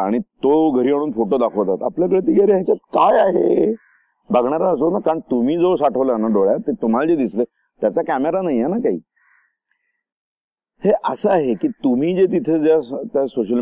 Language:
Marathi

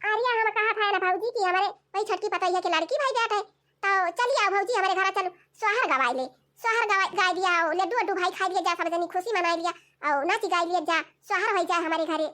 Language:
Awadhi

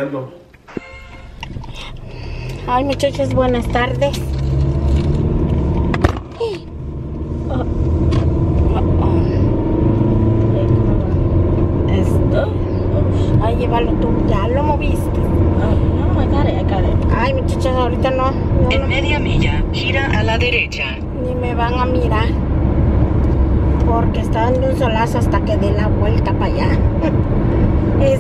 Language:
Spanish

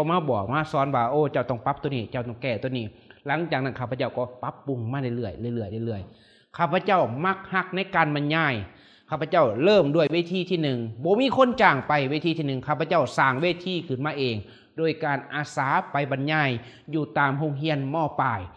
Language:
Lao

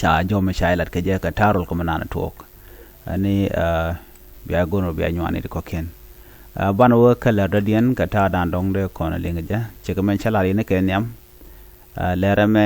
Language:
Nuer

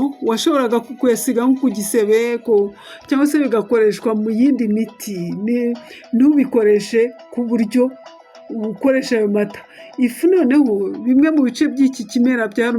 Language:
Kinyarwanda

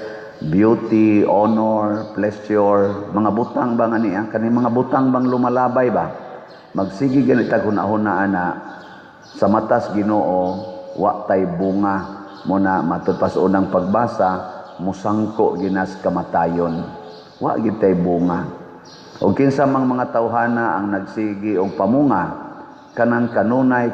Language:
Cebuano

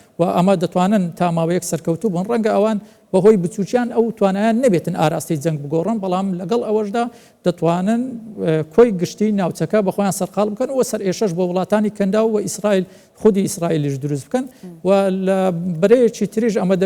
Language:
Central Kurdish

